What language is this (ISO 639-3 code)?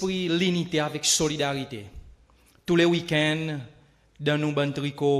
crs